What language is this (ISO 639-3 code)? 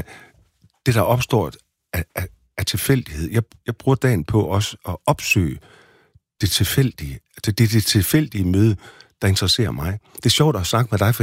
dan